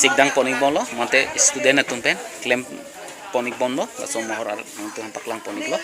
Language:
Karbi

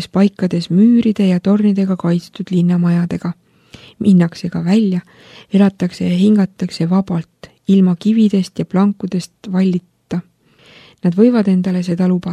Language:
Estonian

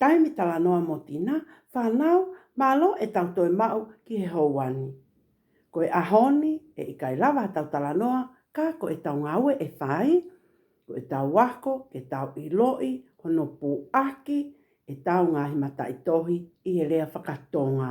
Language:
Tongan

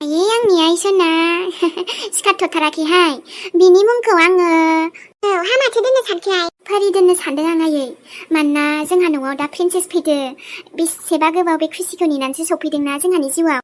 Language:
Bodo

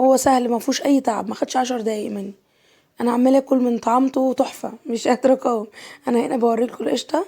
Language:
Egyptian Arabic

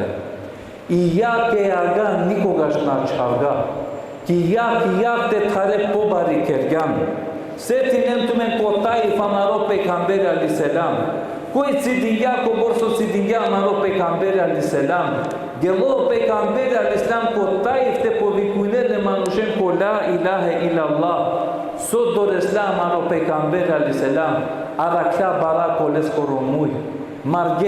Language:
Balkan Romani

